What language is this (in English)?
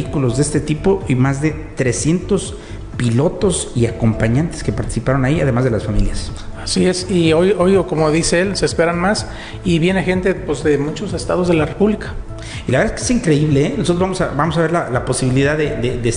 Spanish